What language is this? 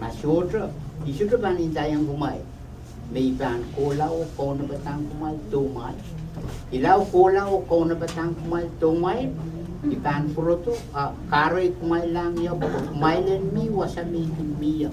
Pohnpeian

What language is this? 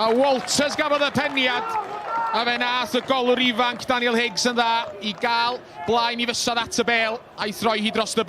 Welsh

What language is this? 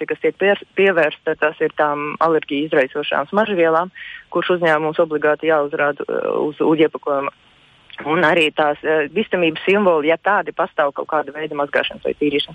Latvian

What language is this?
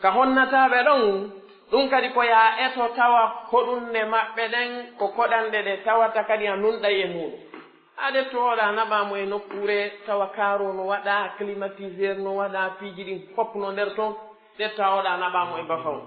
Pular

